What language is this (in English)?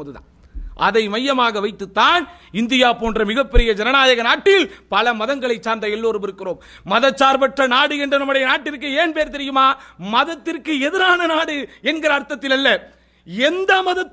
Tamil